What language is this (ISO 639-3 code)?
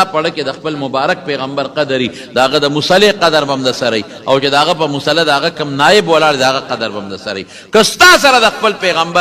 pus